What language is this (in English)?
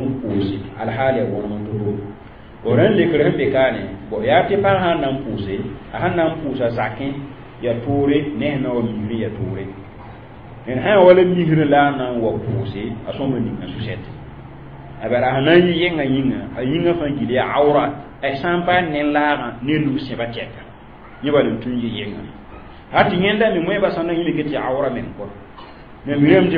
Mossi